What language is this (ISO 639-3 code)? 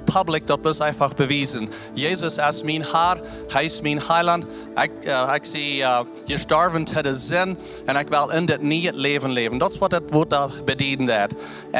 pdt